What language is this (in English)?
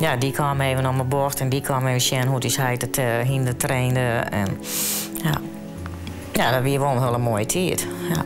Western Frisian